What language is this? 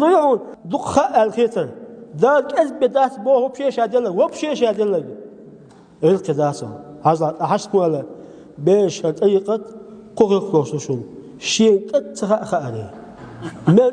Chechen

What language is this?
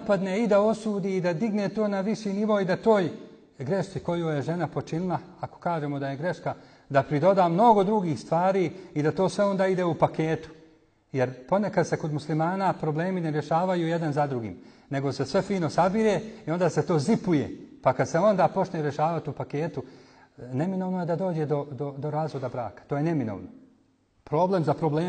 Bosnian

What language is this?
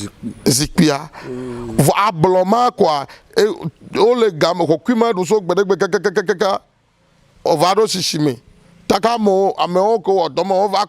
Ewe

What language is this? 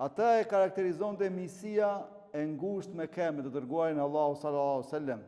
Albanian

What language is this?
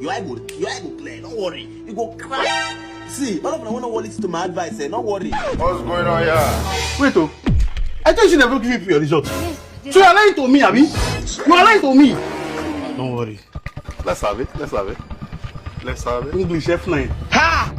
Nigerian Pidgin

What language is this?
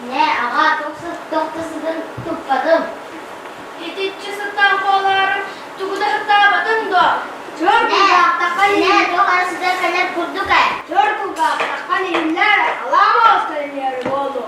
Yakut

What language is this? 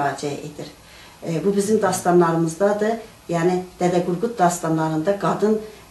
South Azerbaijani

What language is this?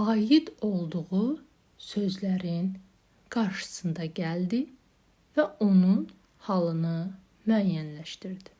Azerbaijani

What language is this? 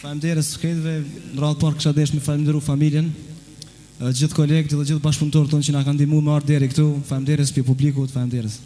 Albanian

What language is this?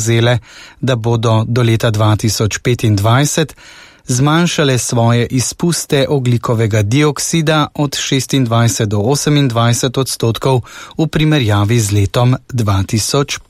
Slovenian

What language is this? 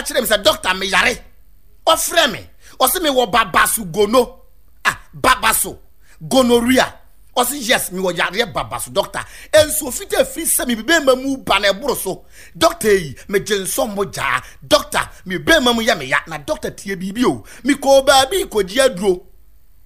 Akan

